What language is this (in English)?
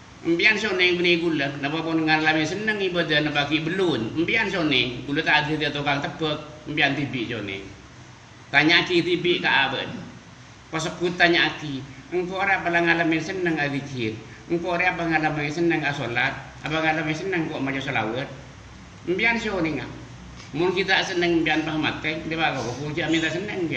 Madurese